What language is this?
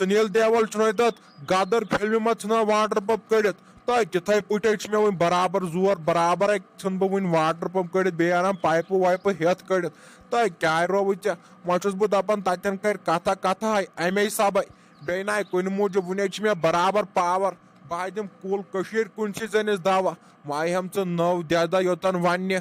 Kashmiri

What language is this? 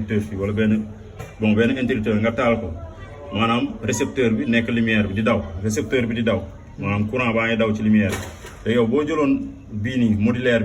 Wolof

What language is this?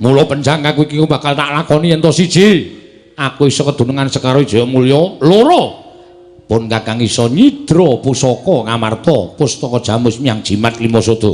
Javanese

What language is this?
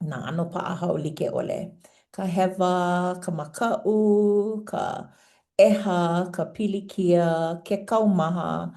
Hawaiian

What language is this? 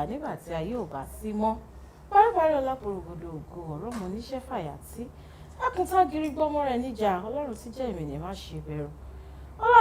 Yoruba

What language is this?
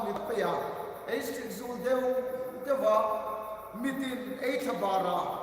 Hmar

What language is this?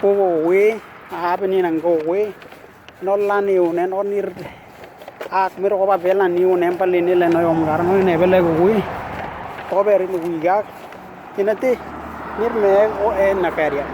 Western Dani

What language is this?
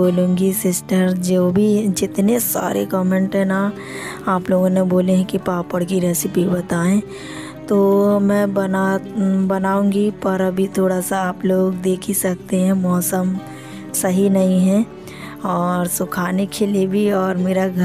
Hindi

